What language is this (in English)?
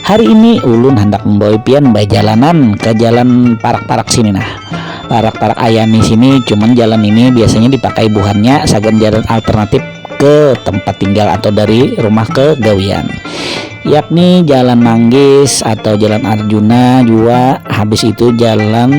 Banjar